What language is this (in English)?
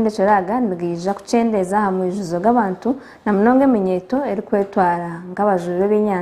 Nyankole